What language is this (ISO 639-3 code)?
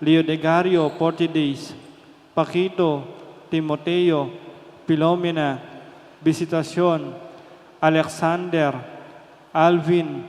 pam